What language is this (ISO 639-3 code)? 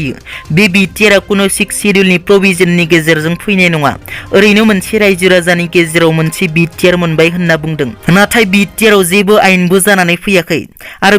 brx